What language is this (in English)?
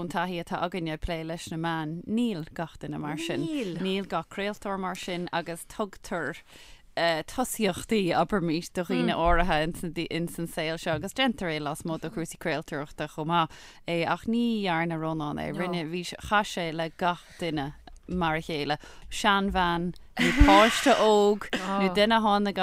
Irish